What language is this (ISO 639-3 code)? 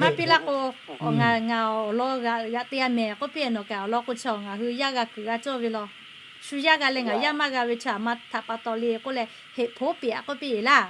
lhu